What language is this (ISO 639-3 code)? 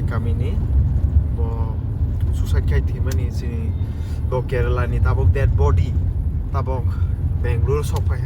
trp